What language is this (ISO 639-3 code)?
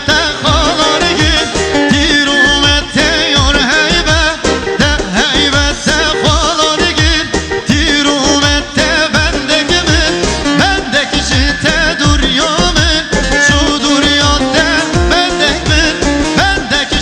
kur